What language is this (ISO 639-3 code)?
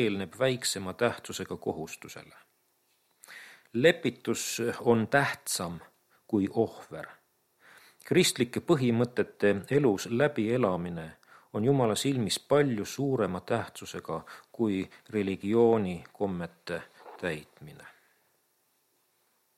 est